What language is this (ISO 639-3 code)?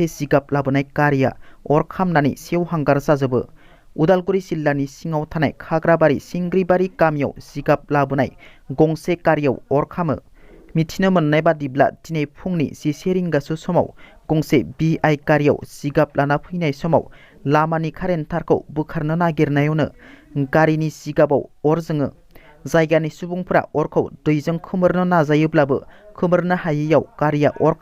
brx